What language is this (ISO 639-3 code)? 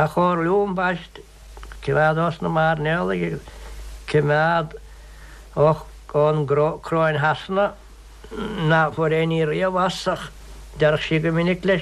gle